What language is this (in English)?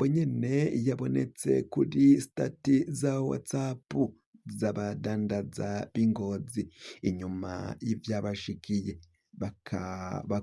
Rundi